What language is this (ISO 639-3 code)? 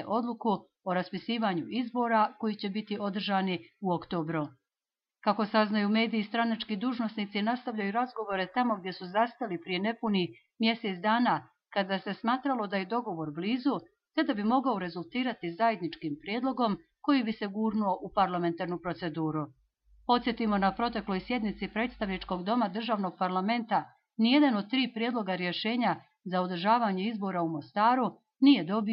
bos